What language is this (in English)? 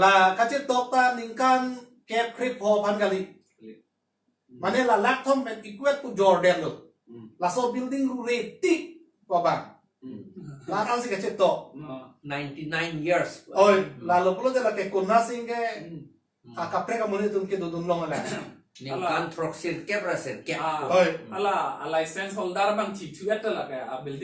Karbi